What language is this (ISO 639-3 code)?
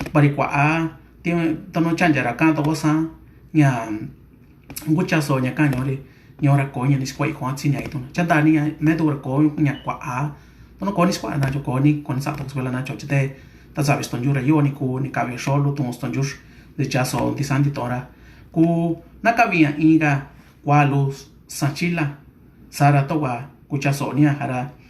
mix